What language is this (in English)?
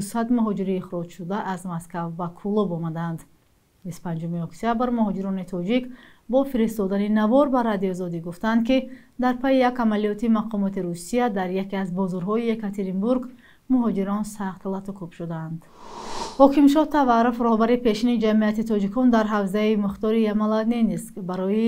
Tajik